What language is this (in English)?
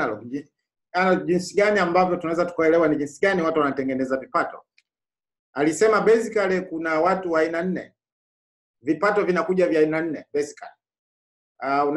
Swahili